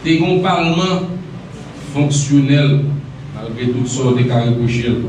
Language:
Haitian Creole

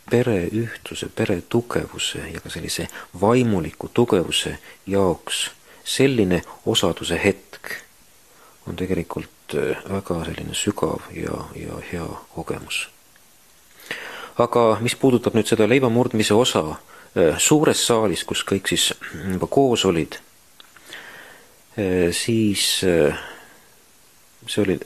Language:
Estonian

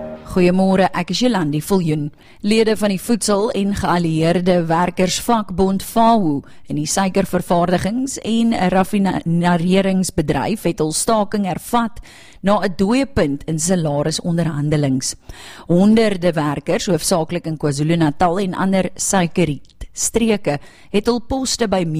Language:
Afrikaans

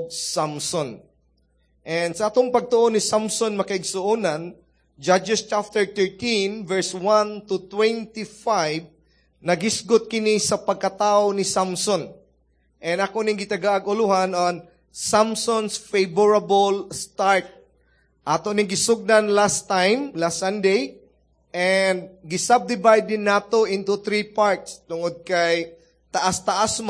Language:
Cebuano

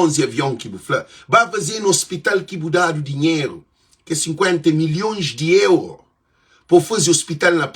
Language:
Kabuverdianu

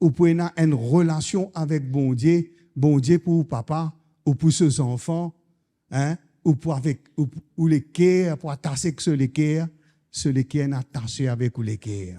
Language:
Morisyen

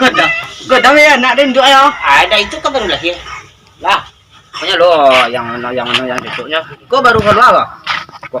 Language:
Minangkabau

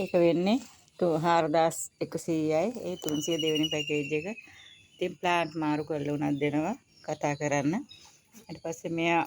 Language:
Sinhala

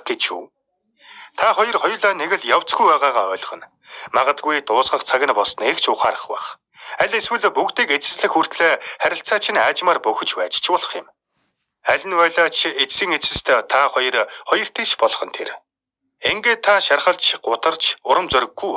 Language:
Mongolian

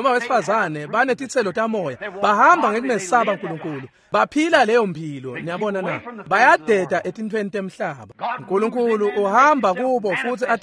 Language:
Swati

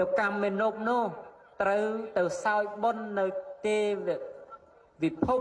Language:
Khmer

